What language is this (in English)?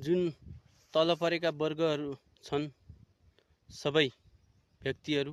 Nepali